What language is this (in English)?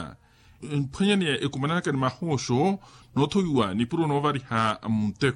Makhuwa